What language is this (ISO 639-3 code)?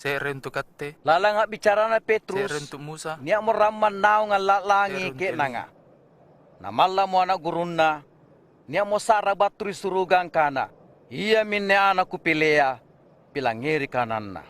mak